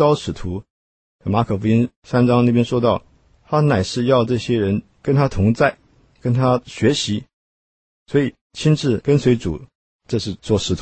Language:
Chinese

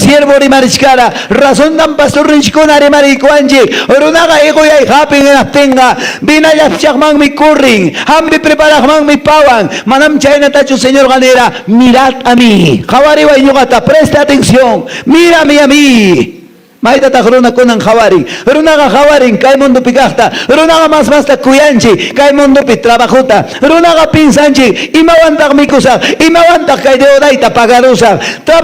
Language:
Quechua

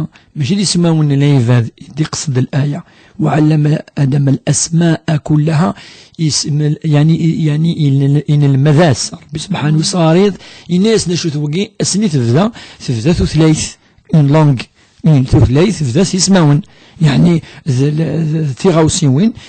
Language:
Kabyle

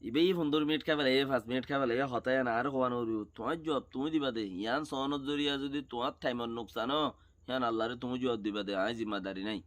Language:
Rohingya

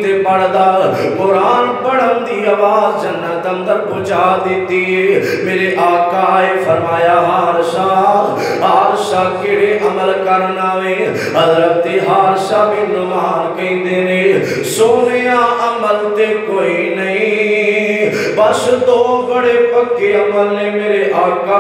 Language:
Western Panjabi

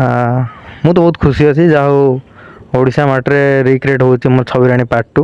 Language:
Odia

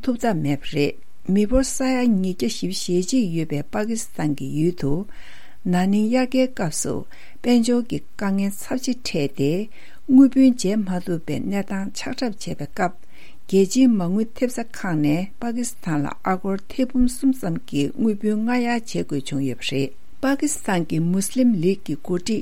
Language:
Tibetan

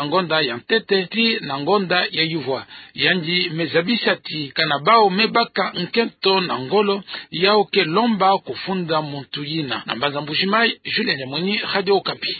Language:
Kituba (Democratic Republic of Congo)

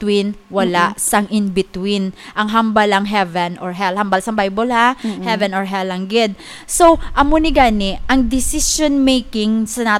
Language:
Hiligaynon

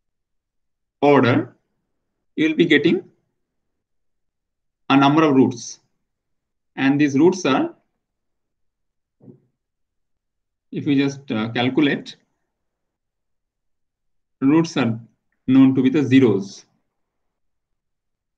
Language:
English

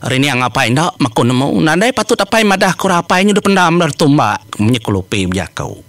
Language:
Iban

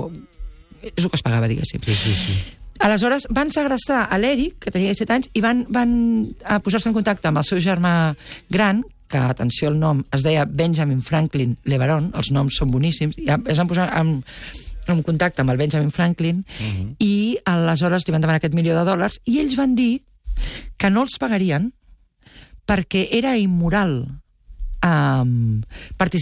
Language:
Catalan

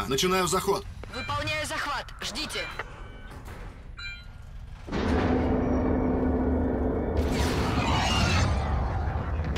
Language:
Russian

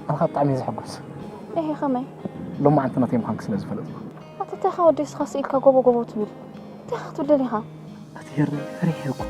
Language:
Tigrinya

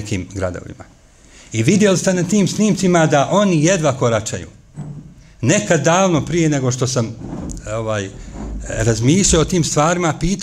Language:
Bosnian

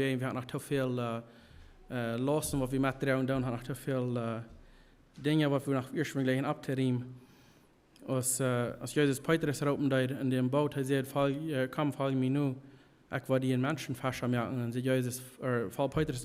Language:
Plautdietsch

